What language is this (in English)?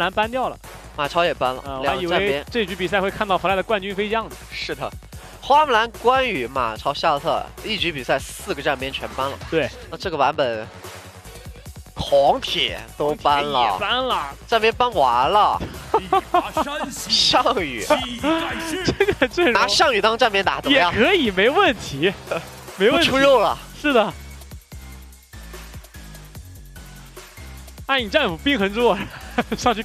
Chinese